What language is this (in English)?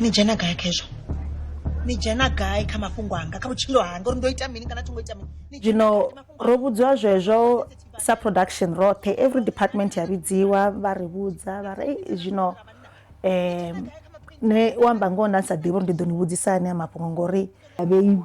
Venda